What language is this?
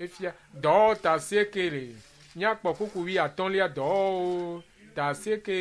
Ewe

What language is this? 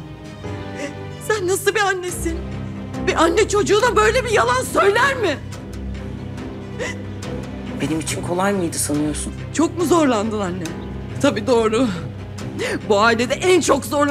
Turkish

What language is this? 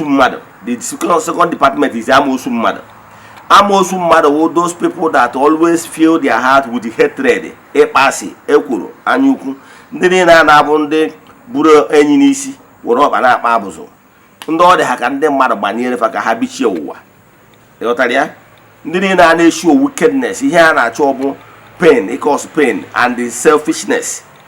Igbo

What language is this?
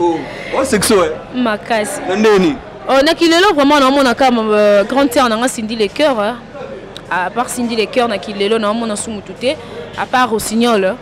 Lingala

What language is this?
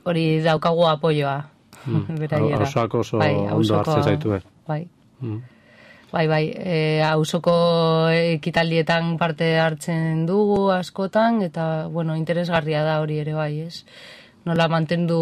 Basque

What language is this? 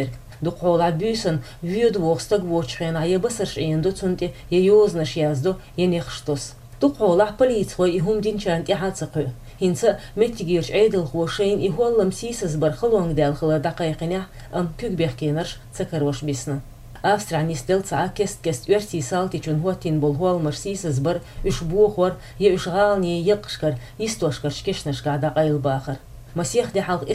Chechen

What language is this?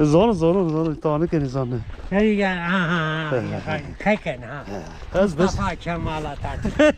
Zaza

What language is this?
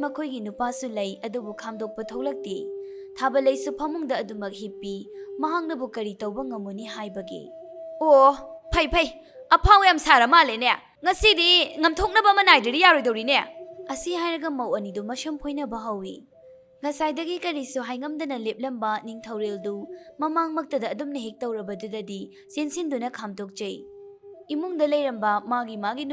Manipuri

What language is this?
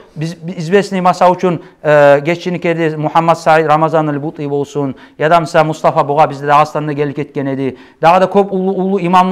Kumyk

